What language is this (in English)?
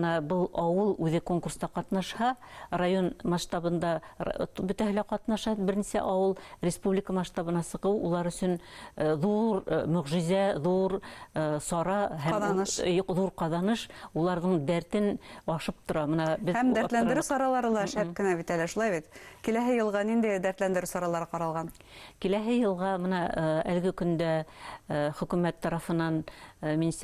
Bashkir